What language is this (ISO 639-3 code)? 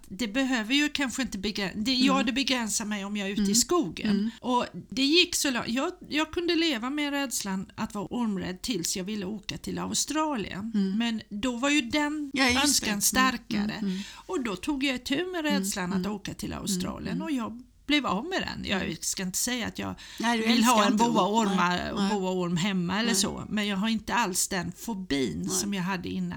swe